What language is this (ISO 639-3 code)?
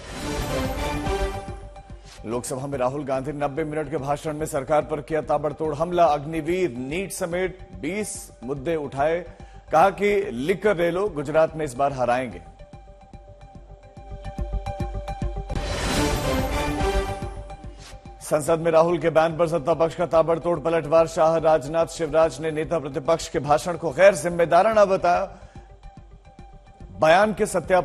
hin